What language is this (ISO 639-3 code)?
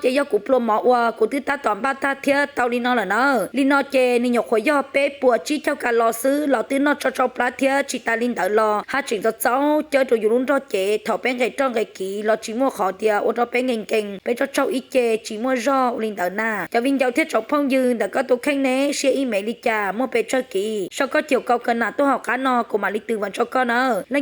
hmn